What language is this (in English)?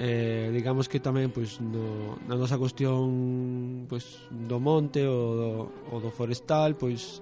Galician